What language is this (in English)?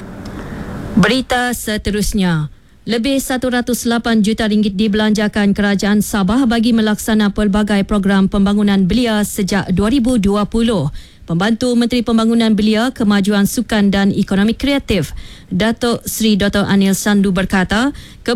Malay